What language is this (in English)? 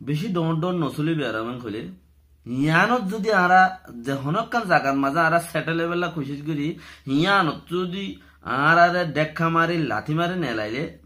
Rohingya